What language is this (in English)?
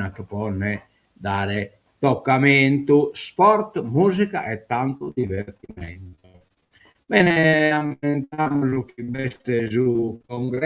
Sardinian